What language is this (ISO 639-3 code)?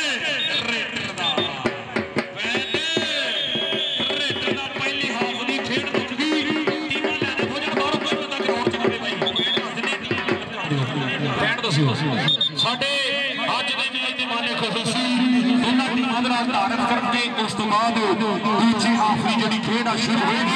pan